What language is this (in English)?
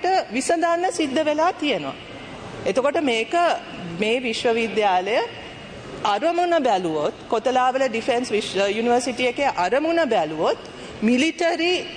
Sinhala